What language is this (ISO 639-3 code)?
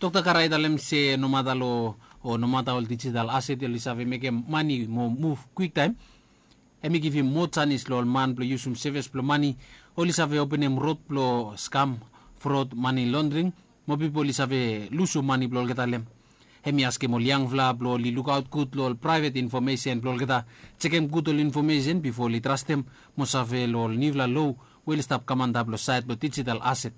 bis